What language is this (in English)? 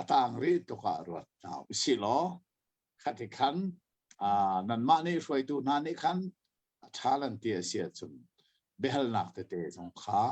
Hakha Chin